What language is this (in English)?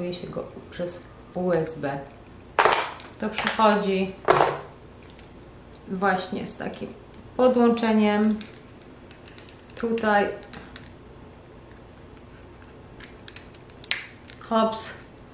Polish